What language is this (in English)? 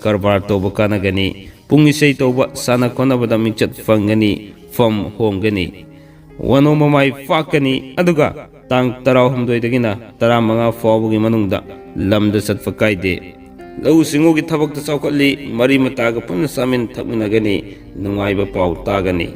Manipuri